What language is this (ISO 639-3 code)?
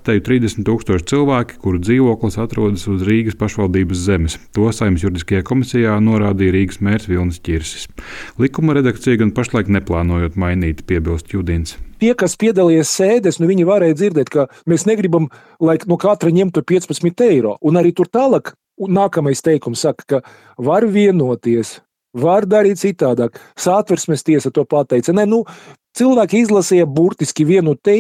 lav